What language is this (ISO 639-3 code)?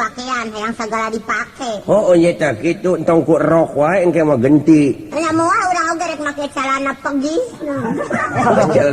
sun